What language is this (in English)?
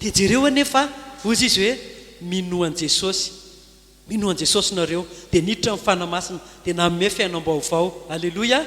Malagasy